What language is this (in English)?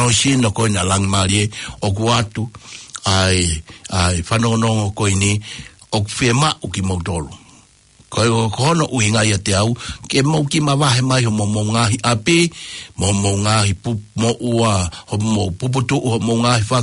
Tongan